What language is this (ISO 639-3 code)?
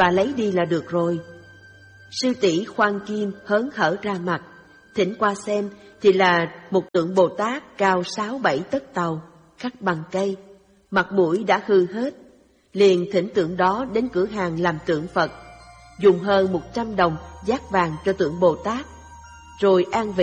vie